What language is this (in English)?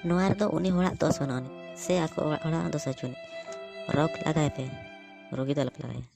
Santali